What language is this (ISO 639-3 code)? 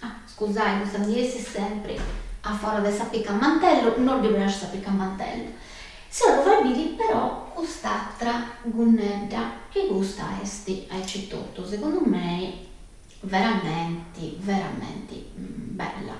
srd